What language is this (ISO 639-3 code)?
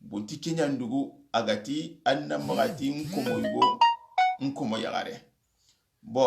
snk